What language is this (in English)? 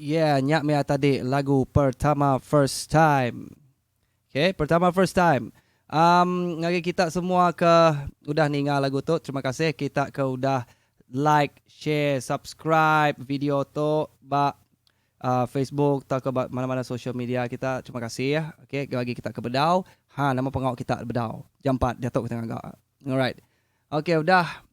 Iban